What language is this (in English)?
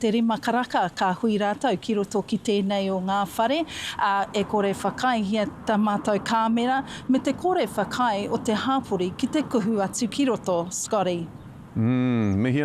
Māori